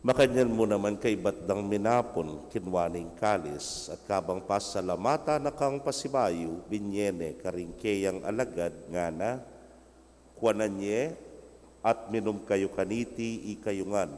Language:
Pampanga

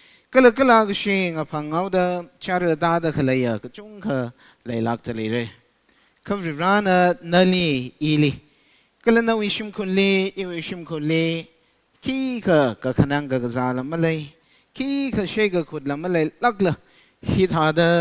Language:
Tangkhul Naga (India)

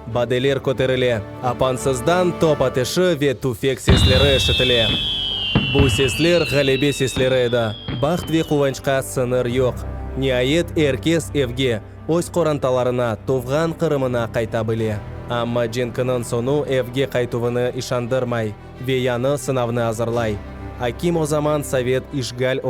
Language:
Crimean Tatar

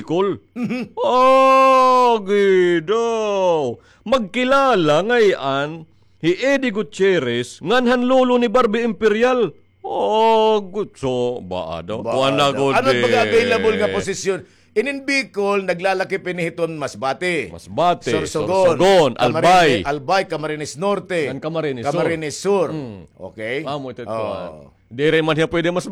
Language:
Waray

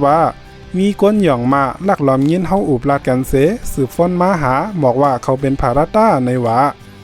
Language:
Shan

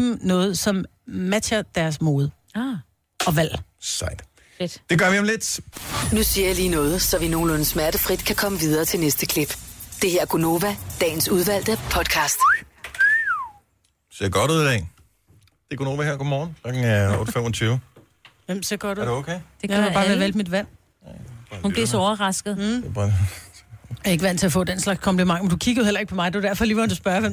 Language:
Danish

